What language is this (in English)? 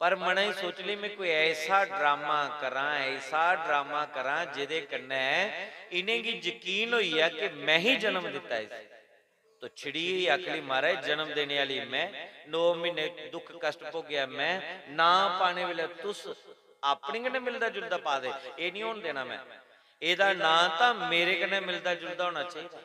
Dogri